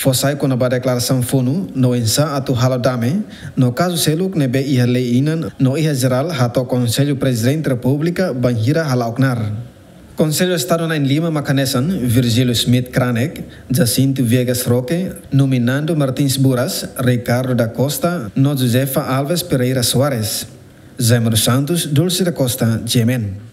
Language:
Tetum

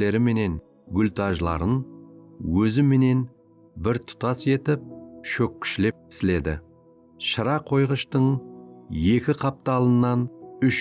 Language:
Kara-Kalpak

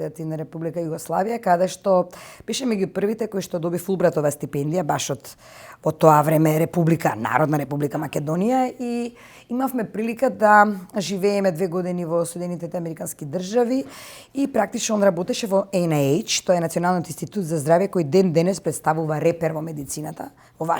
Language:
Macedonian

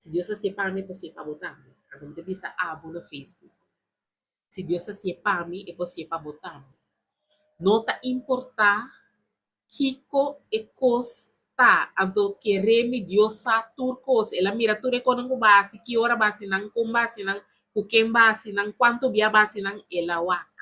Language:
Papiamento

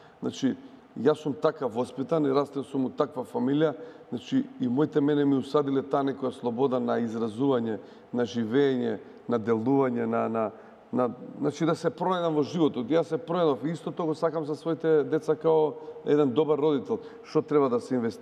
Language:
Macedonian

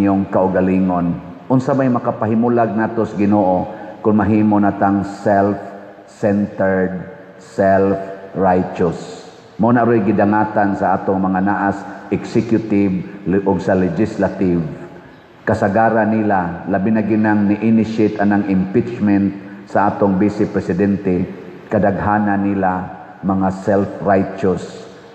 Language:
Cebuano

